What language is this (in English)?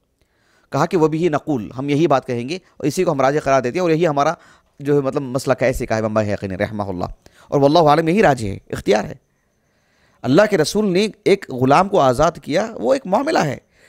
Urdu